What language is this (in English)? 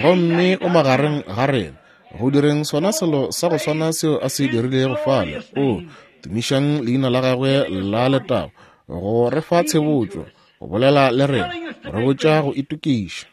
Northern Sotho